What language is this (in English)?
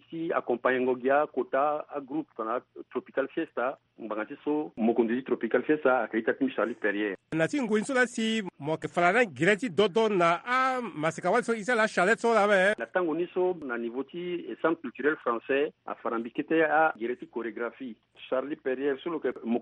Sango